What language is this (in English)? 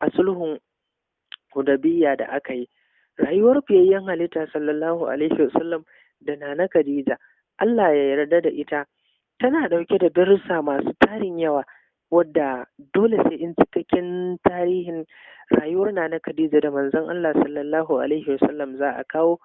Hausa